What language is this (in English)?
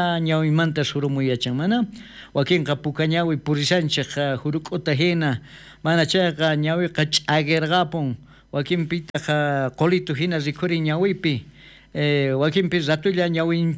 South Bolivian Quechua